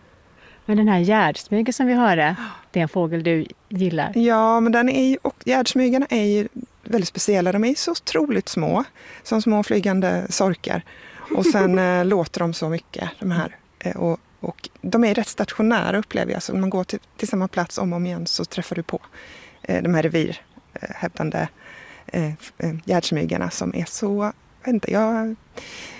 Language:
Swedish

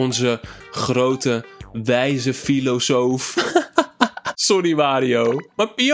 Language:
Dutch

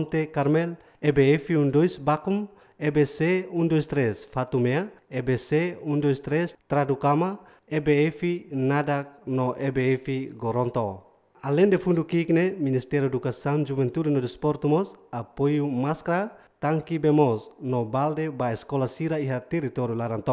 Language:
Tetum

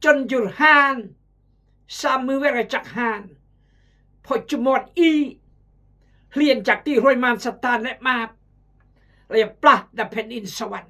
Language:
Khmu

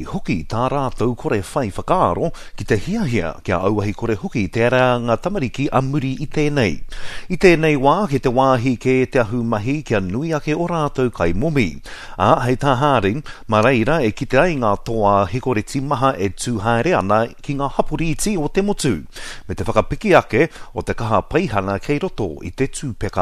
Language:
Māori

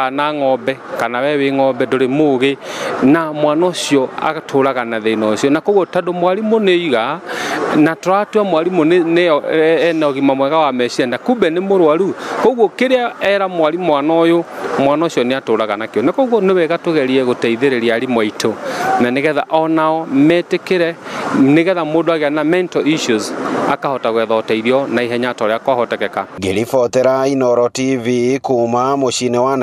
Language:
Kikuyu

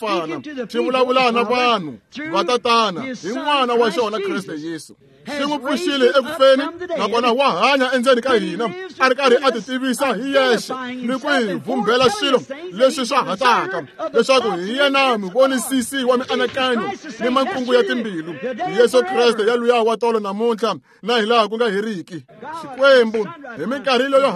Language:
Tsonga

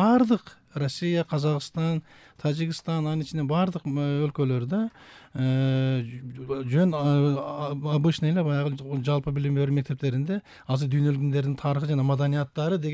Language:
Kyrgyz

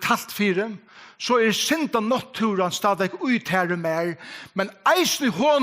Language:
Faroese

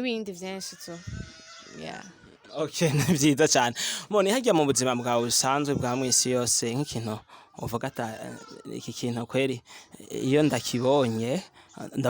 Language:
Rundi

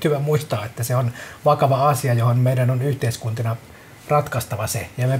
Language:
Finnish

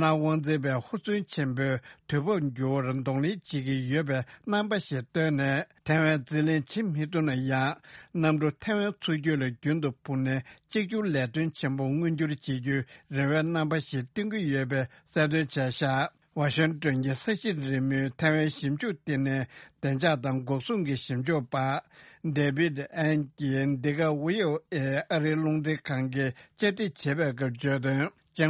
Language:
Tibetan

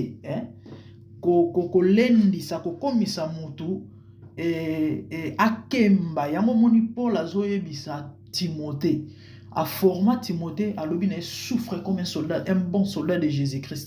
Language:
Lingala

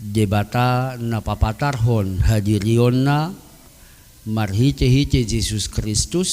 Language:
Batak Toba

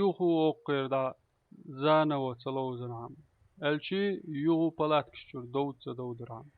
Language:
Chechen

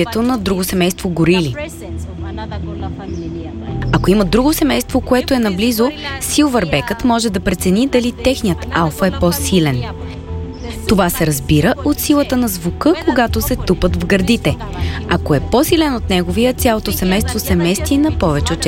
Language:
Bulgarian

